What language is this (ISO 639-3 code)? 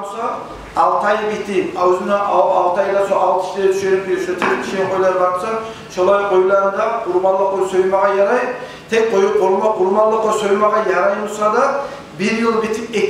kum